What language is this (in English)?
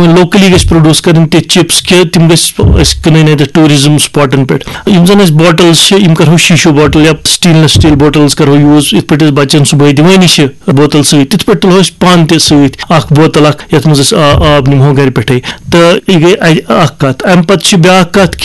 Kashmiri